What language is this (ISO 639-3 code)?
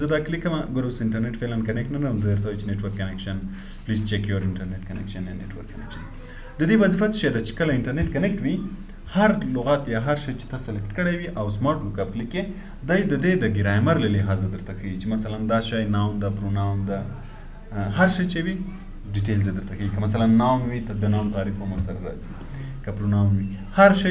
pus